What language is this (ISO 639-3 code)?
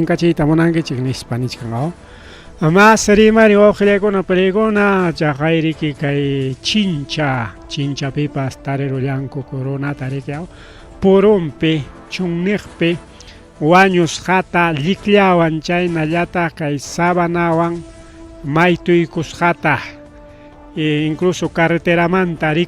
quy